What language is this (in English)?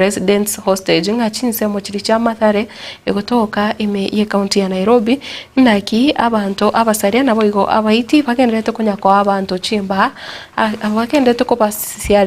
Gusii